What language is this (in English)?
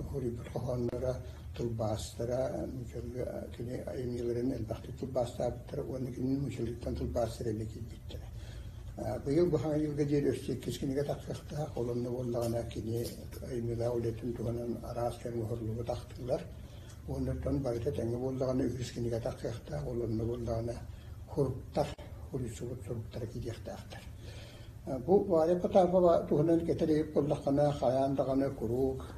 Yakut